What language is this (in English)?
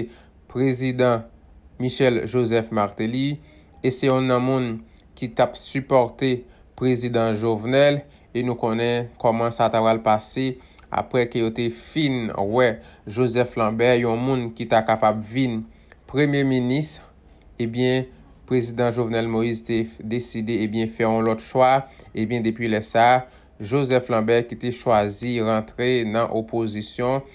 Haitian Creole